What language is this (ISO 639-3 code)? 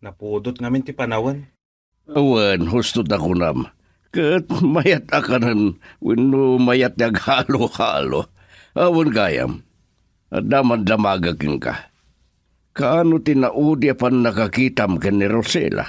ilo